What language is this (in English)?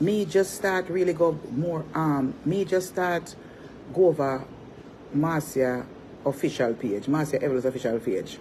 Jamaican Creole English